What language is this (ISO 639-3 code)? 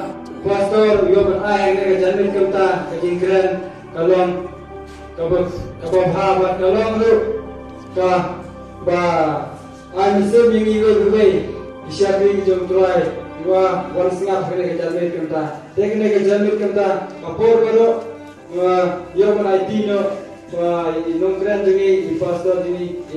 kha